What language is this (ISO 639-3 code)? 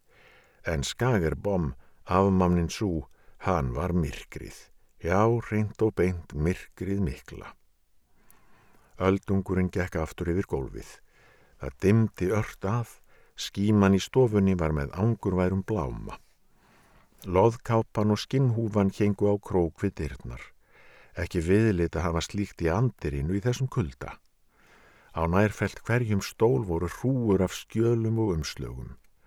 isl